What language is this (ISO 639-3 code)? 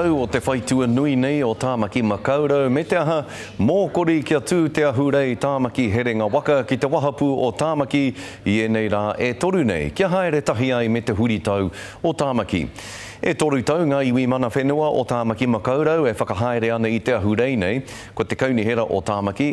mri